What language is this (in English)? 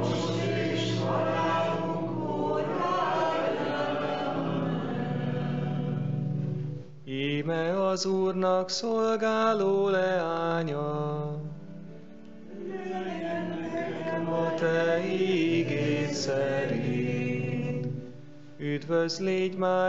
Hungarian